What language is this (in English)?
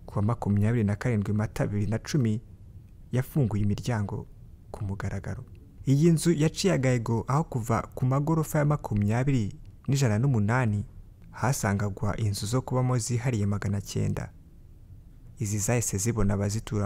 Kinyarwanda